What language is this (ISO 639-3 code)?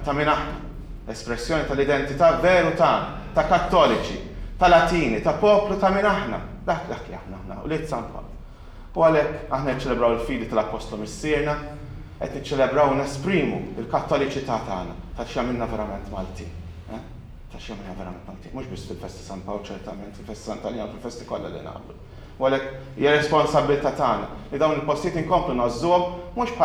mlt